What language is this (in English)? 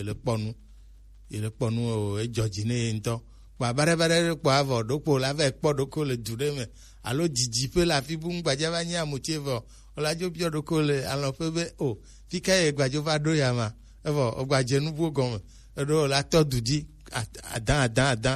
Gen